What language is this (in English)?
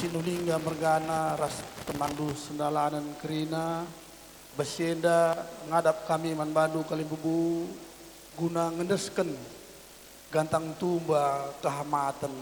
Batak Karo